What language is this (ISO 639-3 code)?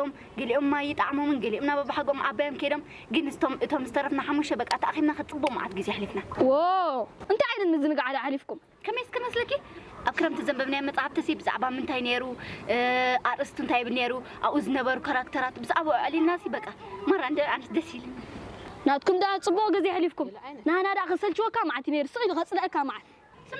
tir